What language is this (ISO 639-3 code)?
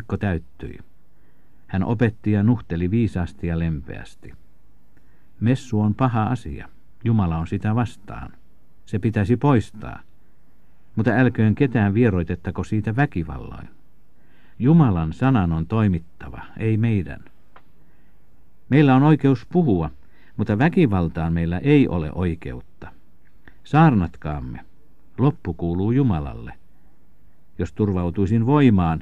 fin